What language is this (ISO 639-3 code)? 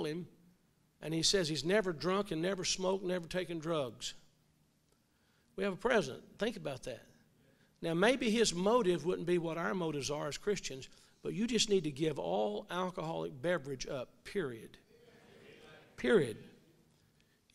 eng